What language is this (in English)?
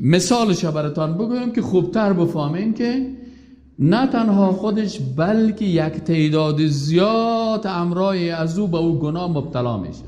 Persian